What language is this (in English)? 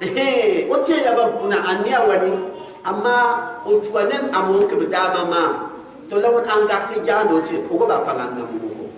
Gourmanchéma